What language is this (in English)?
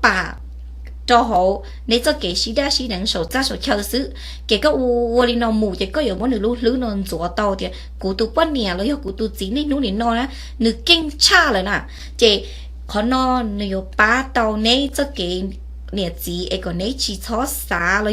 Hmong